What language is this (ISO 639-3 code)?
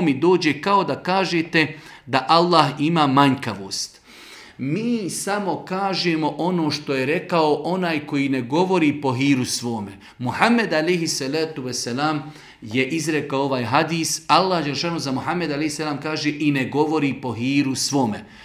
bos